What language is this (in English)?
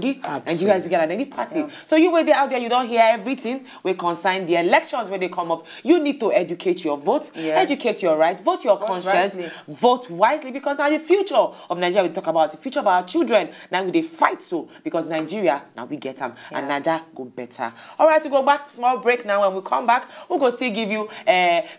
Nigerian Pidgin